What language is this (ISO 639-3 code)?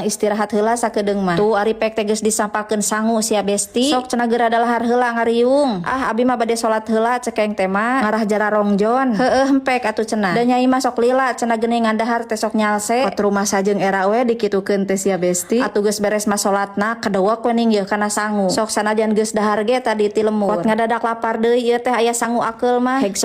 sun